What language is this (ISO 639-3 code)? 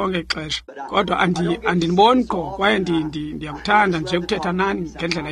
xho